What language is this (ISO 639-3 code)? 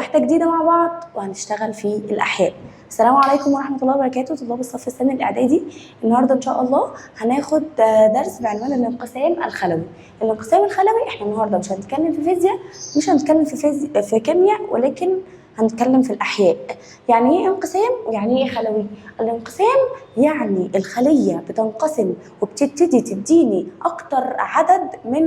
arz